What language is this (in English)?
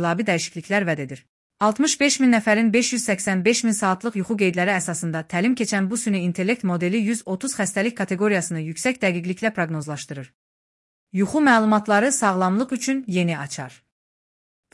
Azerbaijani